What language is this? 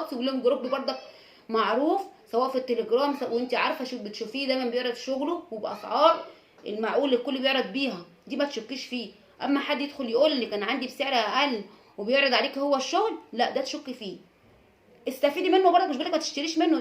Egyptian Arabic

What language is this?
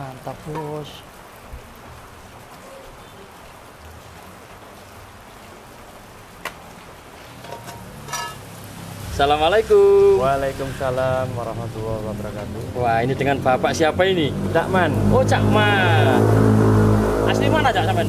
Indonesian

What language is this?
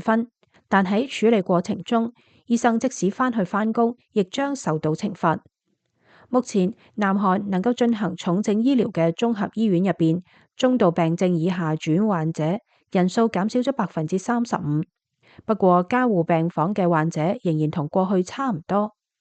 Cantonese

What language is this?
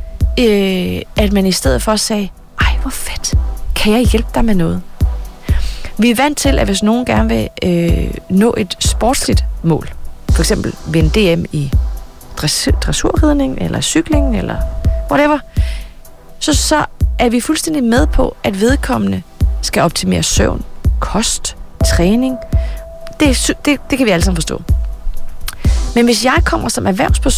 Danish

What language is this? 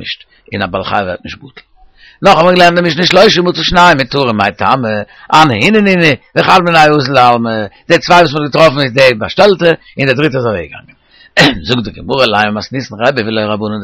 Yiddish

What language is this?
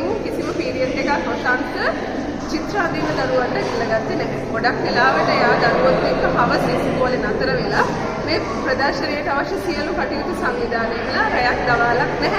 Sinhala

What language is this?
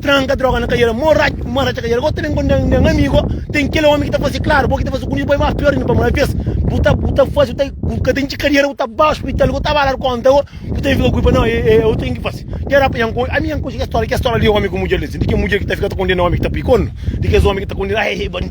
Kabuverdianu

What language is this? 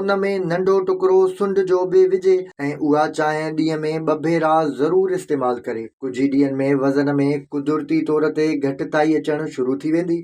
Sindhi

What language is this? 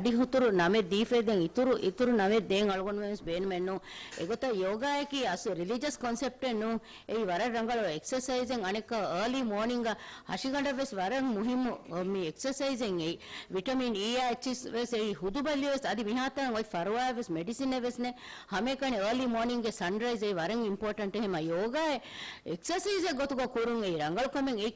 Divehi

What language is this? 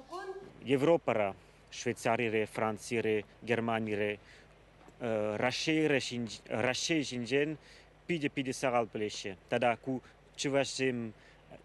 Chuvash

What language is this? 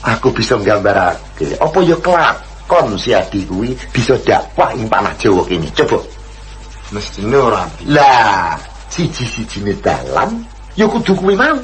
Javanese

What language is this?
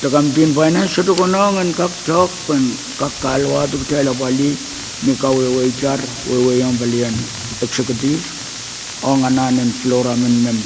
Pohnpeian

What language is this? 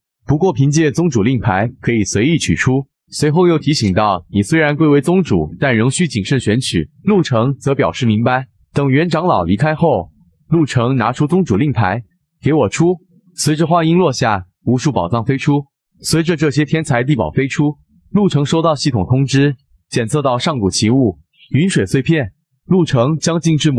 Chinese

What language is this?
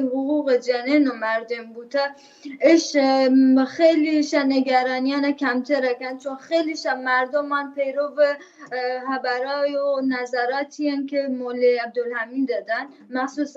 Baluchi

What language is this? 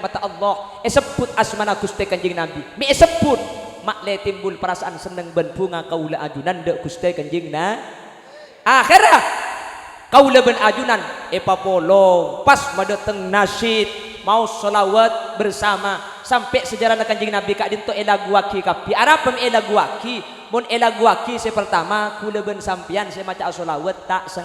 Madurese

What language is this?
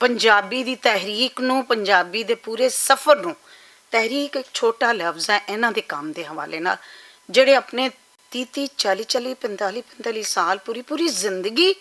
Western Panjabi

